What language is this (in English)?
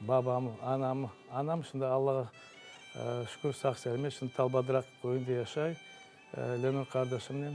Crimean Tatar